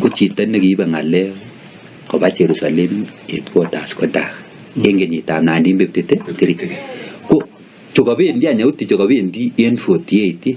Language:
Kalenjin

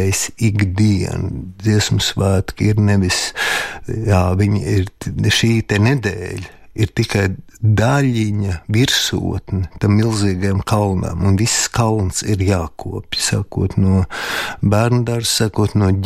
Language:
Latvian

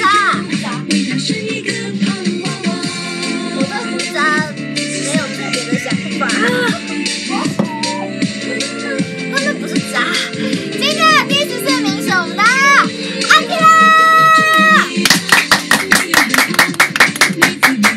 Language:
Chinese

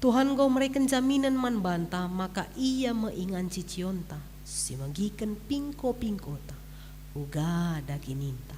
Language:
Batak Karo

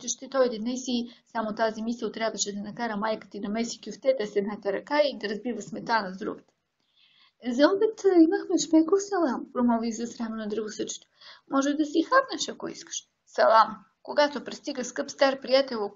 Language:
Bulgarian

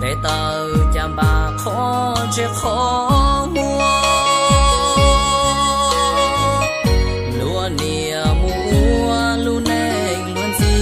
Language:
Hmong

